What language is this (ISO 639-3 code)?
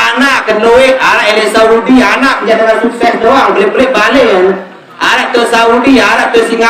sas